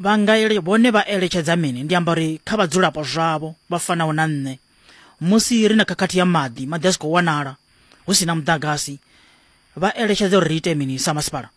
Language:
Venda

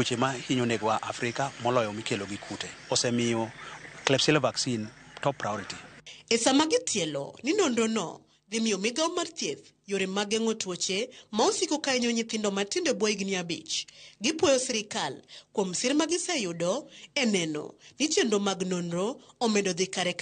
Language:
Luo (Kenya and Tanzania)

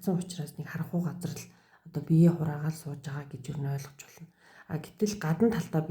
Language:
Mongolian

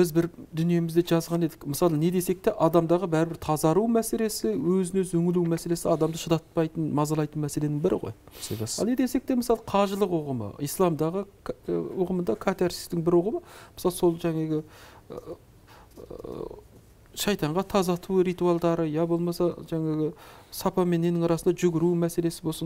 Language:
Kazakh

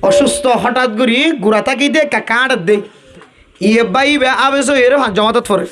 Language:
Rohingya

